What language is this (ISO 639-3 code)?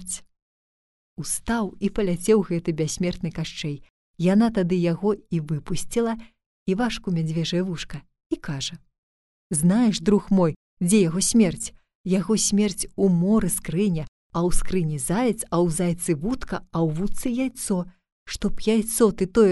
bel